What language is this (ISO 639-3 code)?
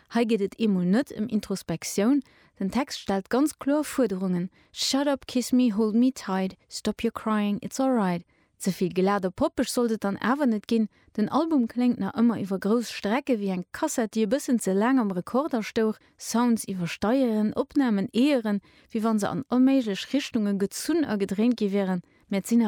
ltz